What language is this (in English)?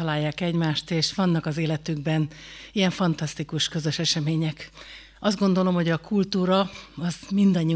Hungarian